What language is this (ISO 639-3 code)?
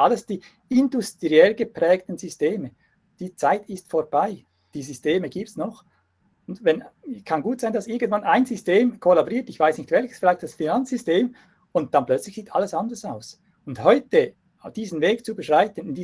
deu